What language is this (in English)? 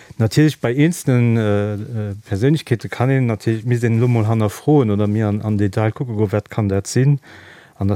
Luxembourgish